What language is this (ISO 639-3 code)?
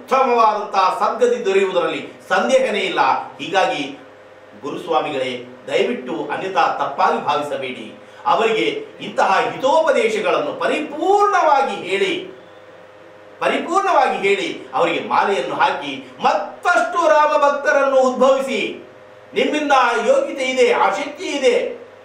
kan